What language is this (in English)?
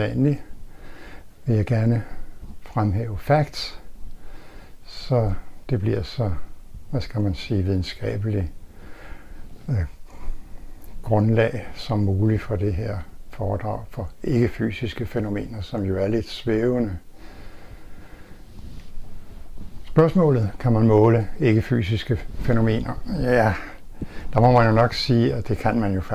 Danish